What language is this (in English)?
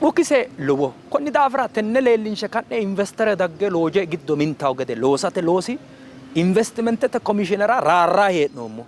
Sidamo